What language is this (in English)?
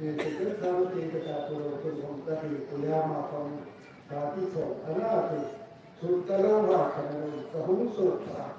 Hmar